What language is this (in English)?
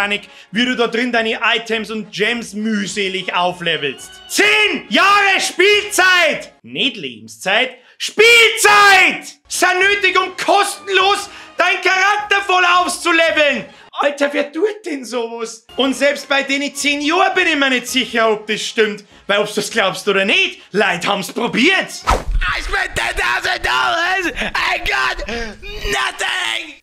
Bavarian